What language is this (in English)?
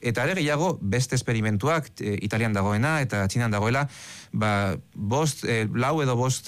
Basque